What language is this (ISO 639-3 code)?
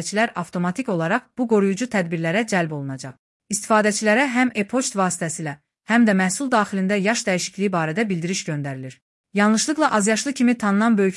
aze